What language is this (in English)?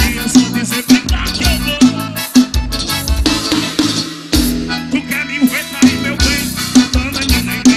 Portuguese